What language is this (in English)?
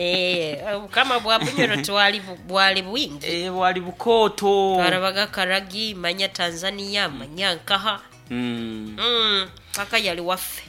Nyoro